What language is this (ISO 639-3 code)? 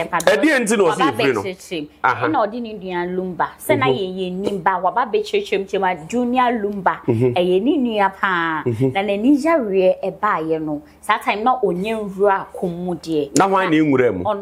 aka